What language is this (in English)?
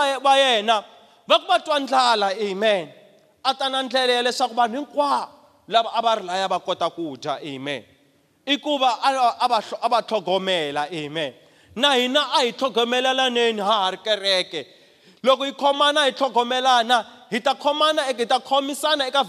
Tsonga